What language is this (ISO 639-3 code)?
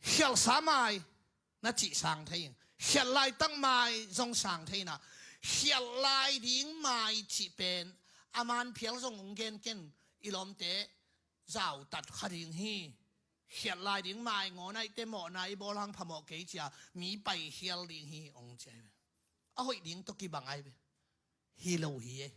ctd